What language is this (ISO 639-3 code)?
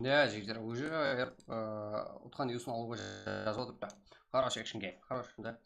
kaa